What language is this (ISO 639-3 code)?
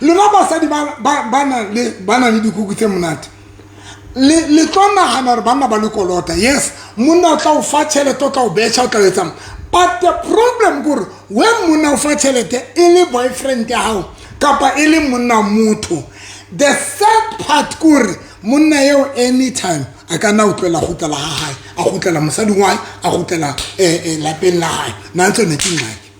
sot